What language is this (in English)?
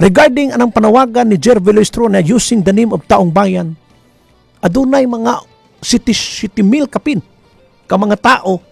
Cebuano